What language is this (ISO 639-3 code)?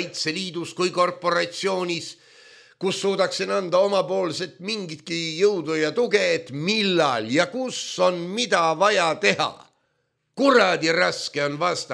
est